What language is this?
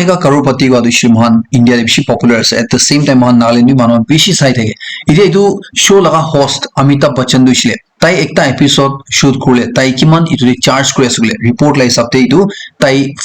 Naga Pidgin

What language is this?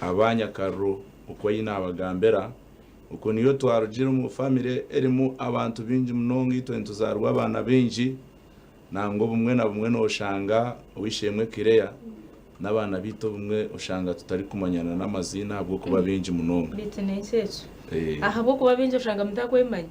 Nyankole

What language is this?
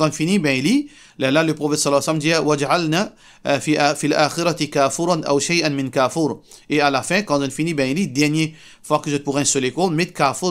Morisyen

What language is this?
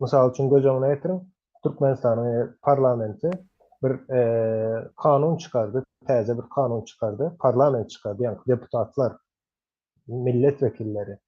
Turkmen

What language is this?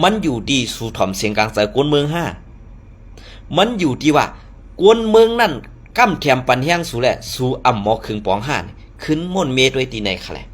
Shan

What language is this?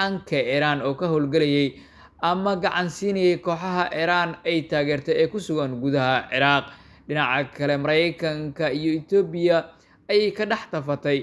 Somali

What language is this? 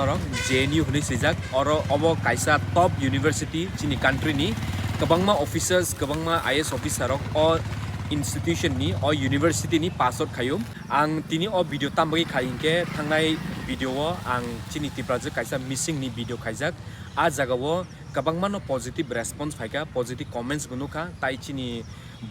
Kok Borok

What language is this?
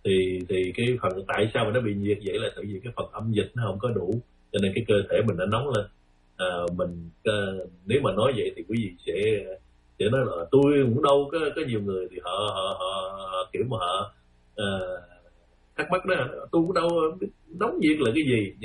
Vietnamese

